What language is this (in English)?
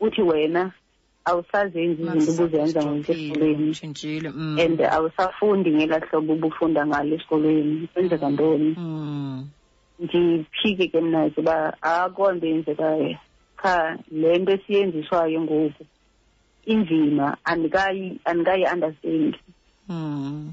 Xhosa